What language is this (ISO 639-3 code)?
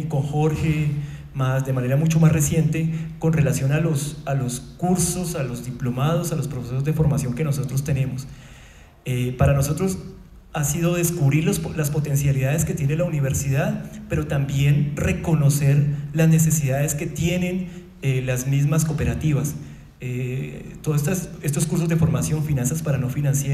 spa